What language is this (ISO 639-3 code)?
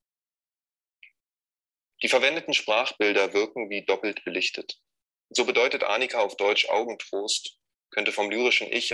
deu